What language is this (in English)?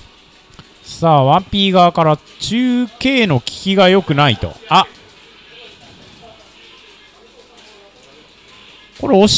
Japanese